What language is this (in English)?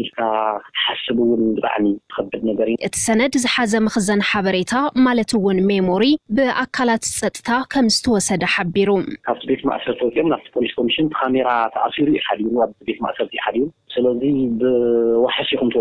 Tigrinya